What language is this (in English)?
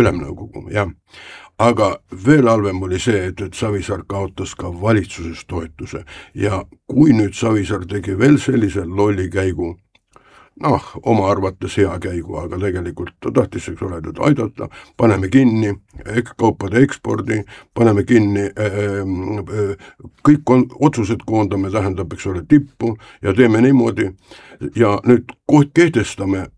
Estonian